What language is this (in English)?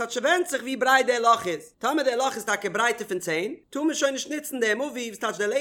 Yiddish